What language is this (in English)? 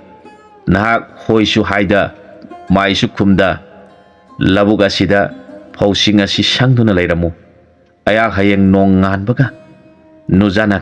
Manipuri